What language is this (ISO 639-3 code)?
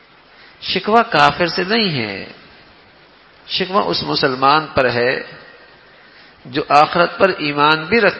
urd